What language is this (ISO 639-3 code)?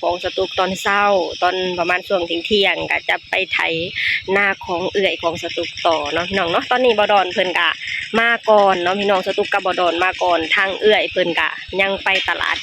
lao